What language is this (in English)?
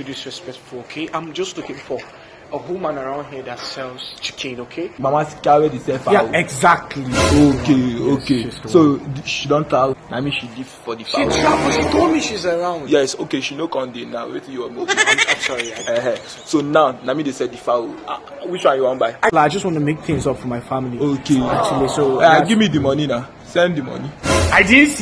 Nigerian Pidgin